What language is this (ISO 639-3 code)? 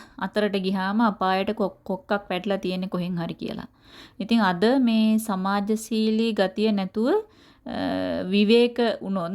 sin